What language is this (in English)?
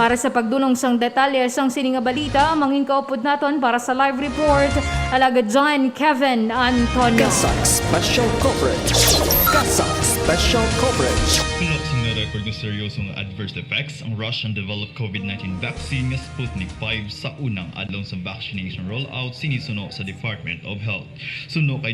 Hiligaynon